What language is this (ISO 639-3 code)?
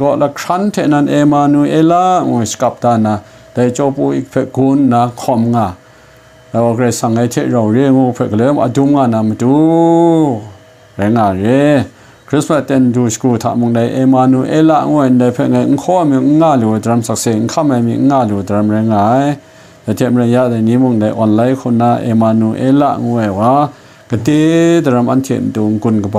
kac